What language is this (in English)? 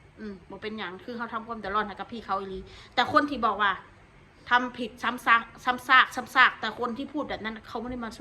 Northeastern Thai